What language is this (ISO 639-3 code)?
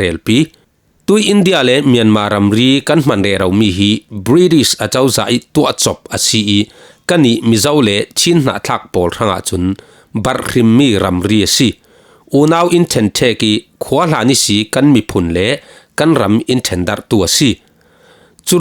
cfm